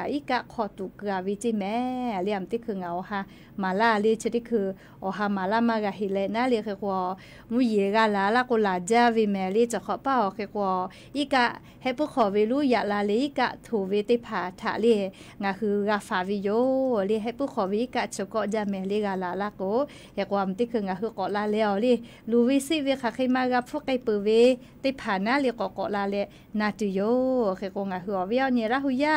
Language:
Lahu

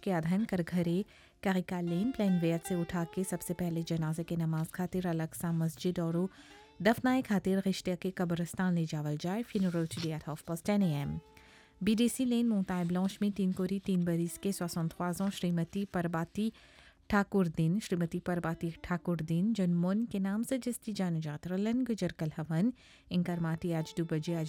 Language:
Bhojpuri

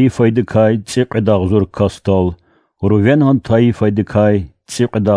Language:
Lezghian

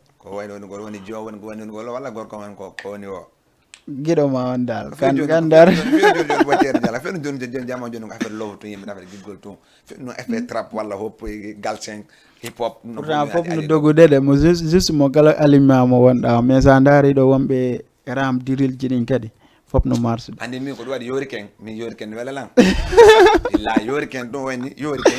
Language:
Fula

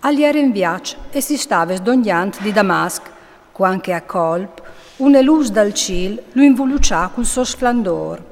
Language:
Friulian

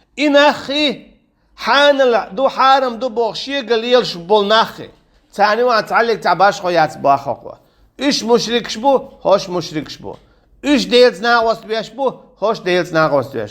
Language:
Chechen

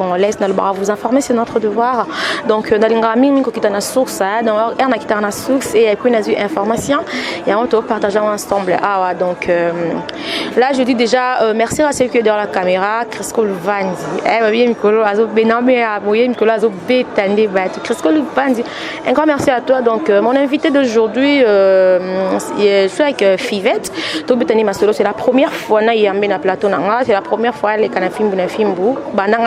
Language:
Lingala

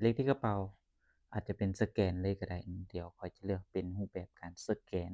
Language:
Lao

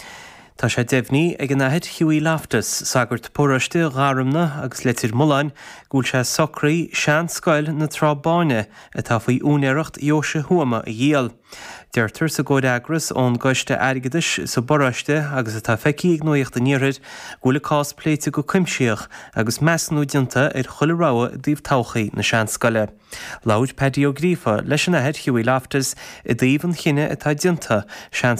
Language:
Irish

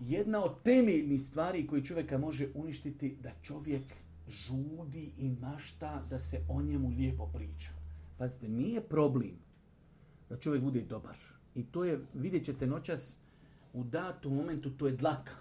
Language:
Bosnian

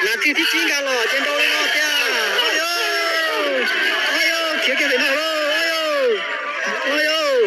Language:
Hmong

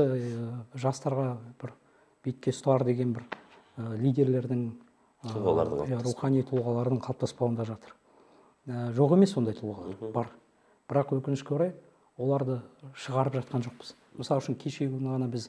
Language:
Kazakh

